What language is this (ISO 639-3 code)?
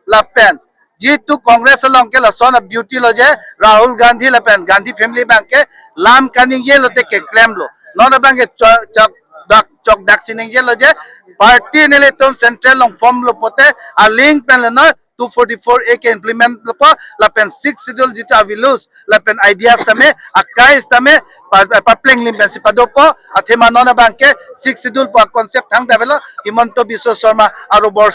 mjw